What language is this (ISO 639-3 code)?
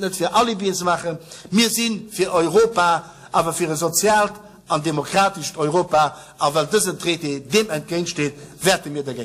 ltz